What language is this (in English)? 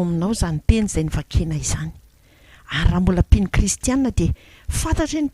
Malagasy